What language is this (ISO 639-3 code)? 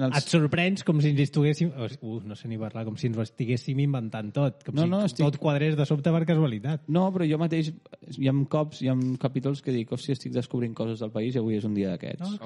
cat